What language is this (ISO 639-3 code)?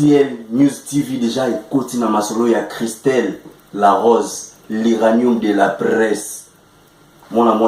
lin